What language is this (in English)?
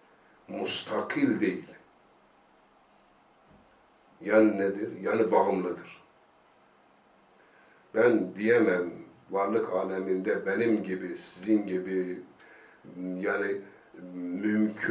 Turkish